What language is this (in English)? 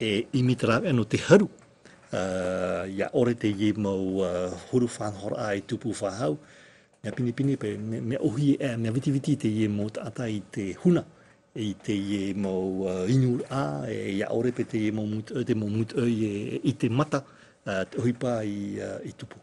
Tahitian